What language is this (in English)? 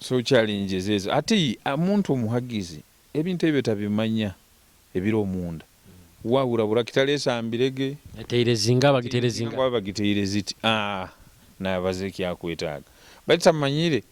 Nyoro